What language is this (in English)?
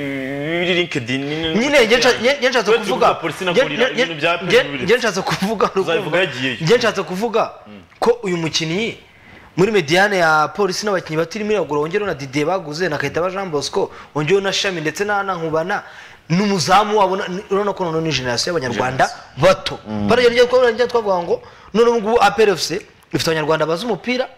Kinyarwanda